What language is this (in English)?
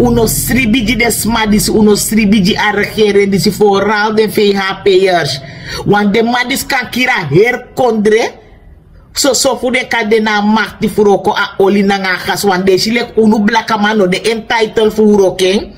Sranan Tongo